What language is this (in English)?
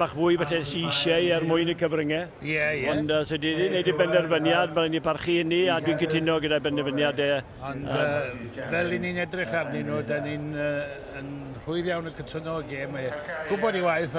Welsh